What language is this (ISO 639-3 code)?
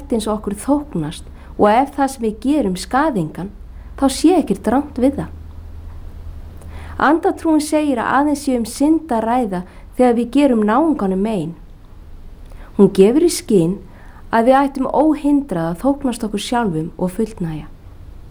isl